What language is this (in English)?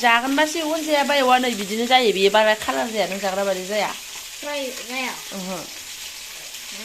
Bodo